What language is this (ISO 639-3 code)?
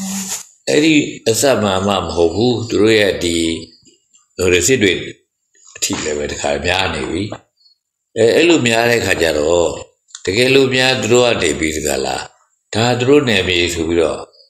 mya